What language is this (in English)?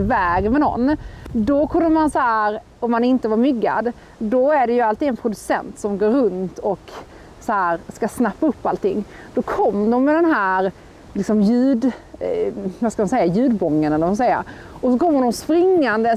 Swedish